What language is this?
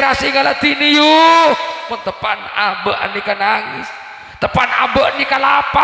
Madurese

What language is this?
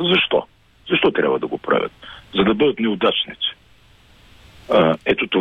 Bulgarian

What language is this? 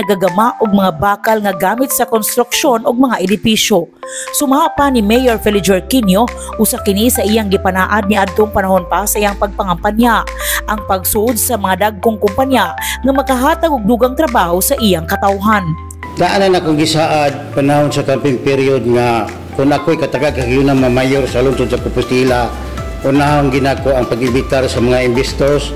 Cebuano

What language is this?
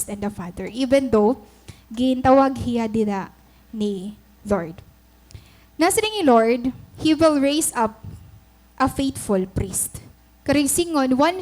Waray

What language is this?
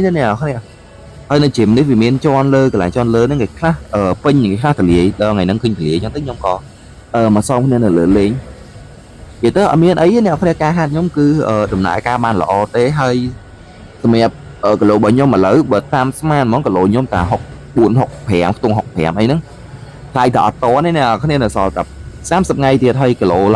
Khmer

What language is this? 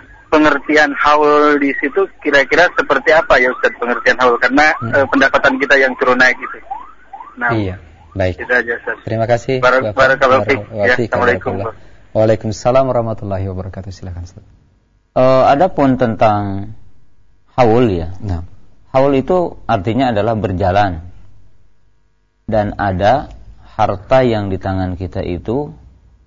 Indonesian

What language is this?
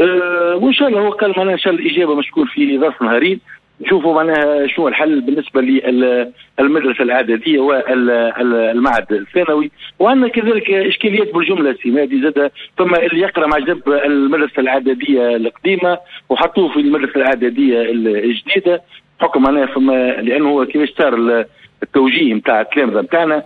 Tunisian Arabic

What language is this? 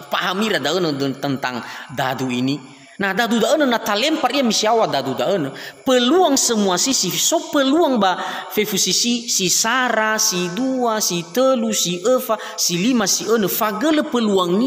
Nias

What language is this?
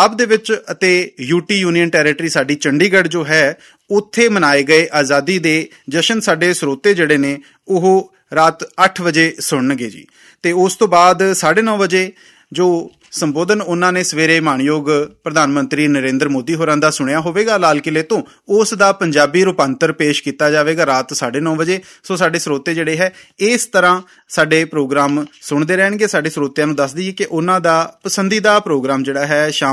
Punjabi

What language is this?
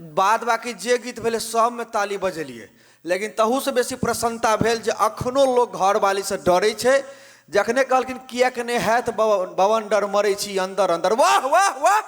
Maithili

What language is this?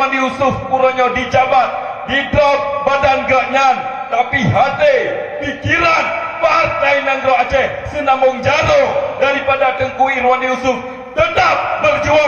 Achinese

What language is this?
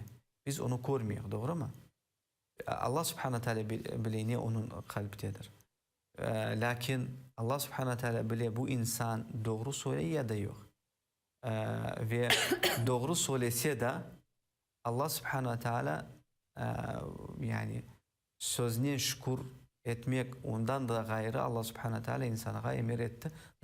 Crimean Tatar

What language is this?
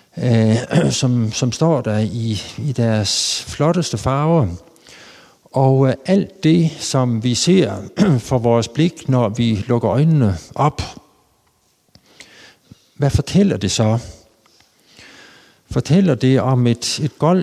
Danish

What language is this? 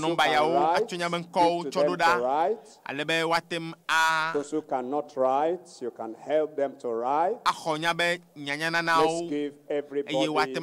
Ewe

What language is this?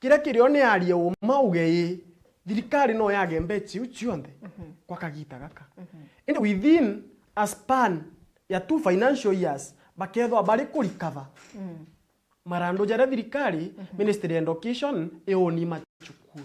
Meru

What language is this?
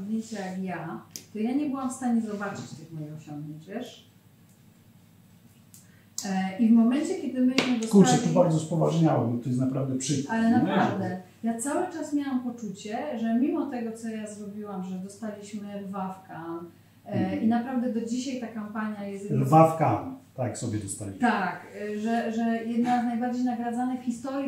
Polish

